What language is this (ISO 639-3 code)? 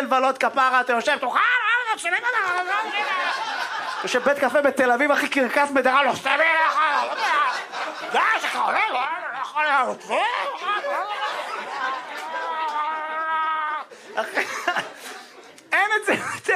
heb